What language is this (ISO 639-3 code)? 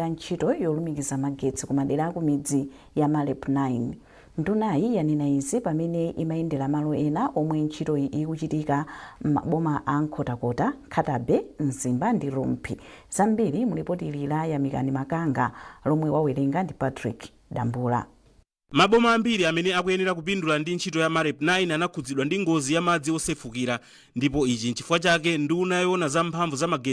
nya